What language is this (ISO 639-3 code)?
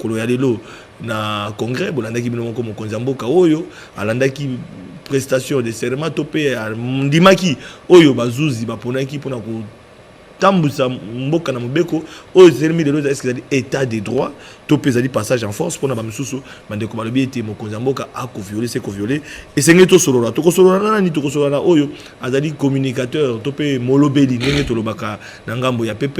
lin